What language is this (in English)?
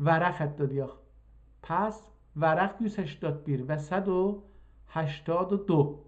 South Azerbaijani